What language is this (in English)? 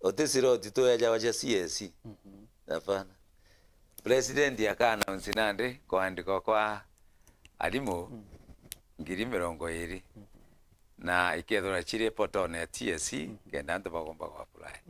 Meru